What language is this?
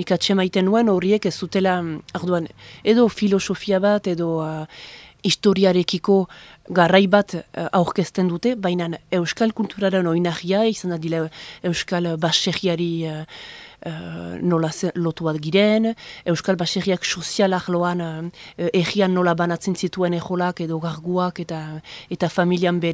Basque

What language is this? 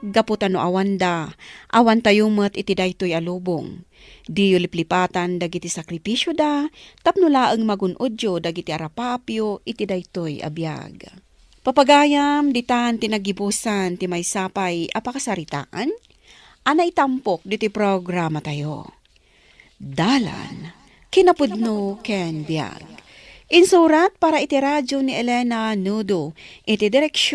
Iloko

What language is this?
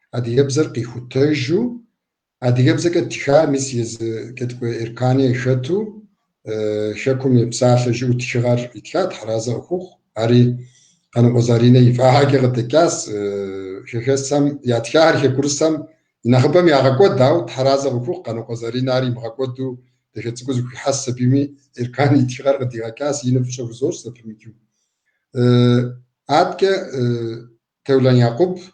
Kabardian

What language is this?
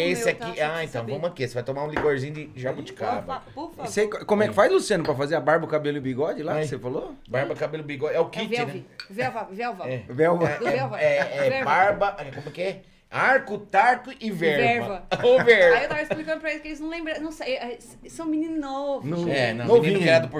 Portuguese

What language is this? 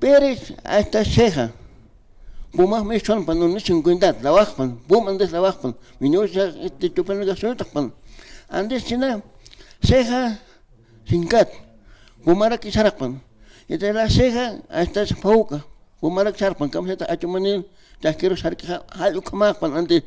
Aymara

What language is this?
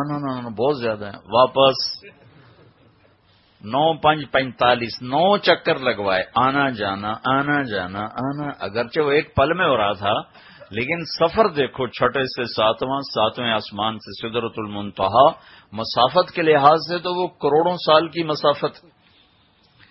Urdu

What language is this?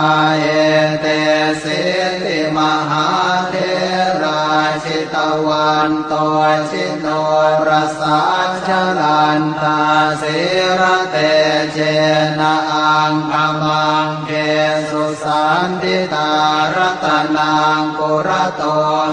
Pali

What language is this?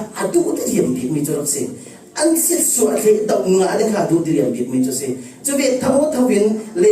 Falam Chin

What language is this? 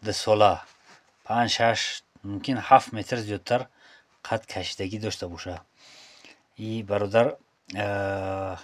Tajik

